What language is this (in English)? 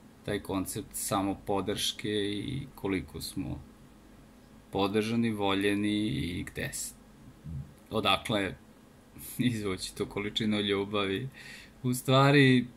Serbian